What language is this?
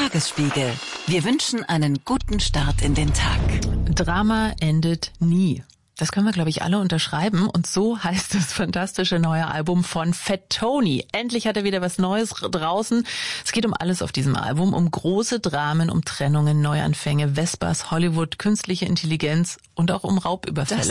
German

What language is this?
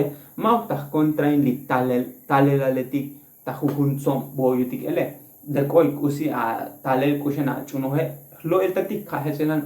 Tzotzil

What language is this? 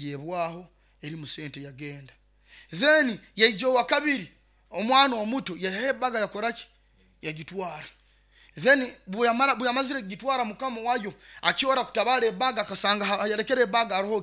Nyoro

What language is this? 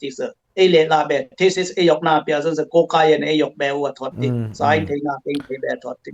Dimasa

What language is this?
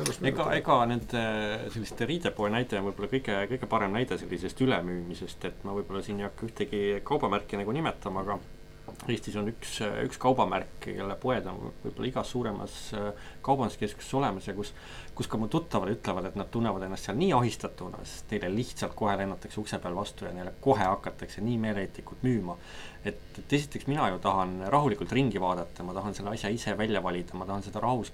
Estonian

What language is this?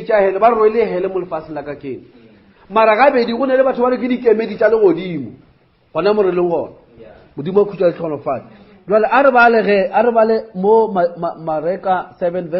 Northern Sotho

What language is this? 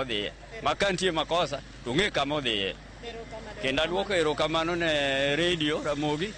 Luo (Kenya and Tanzania)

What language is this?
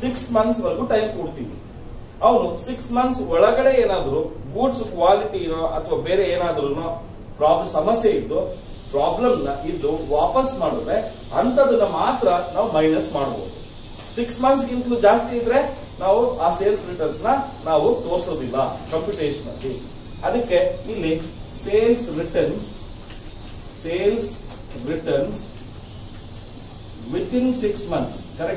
Kannada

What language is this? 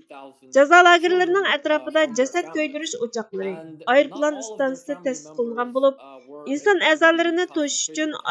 Uyghur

